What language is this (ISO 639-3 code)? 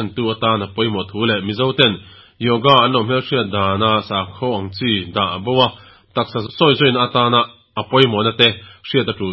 lus